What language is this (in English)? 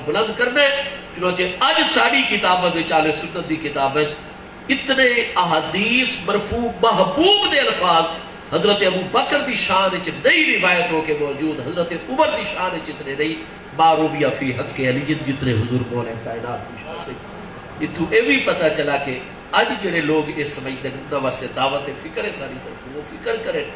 Saraiki